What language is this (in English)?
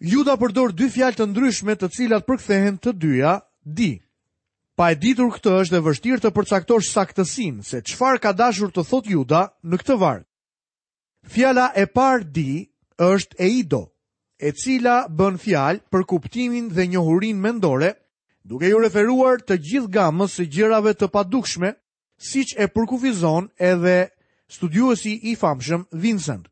Albanian